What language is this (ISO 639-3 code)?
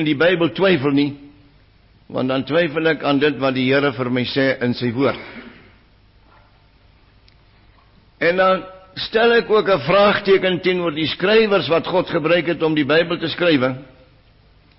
afr